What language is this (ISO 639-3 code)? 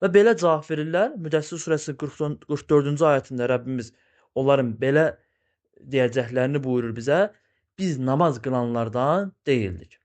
aze